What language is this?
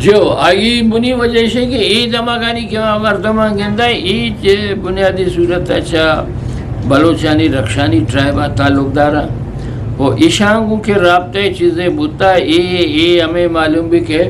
Eastern Balochi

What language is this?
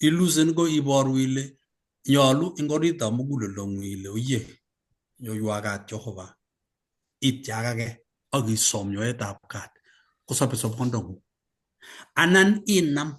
Kalenjin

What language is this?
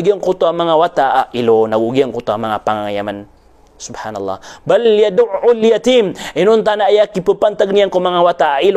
Maranao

